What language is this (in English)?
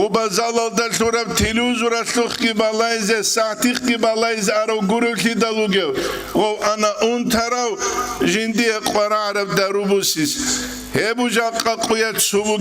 Avaric